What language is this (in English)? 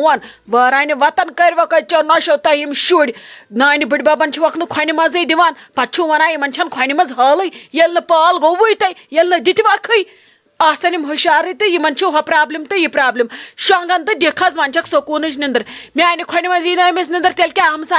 Kashmiri